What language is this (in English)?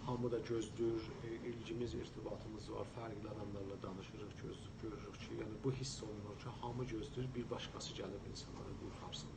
South Azerbaijani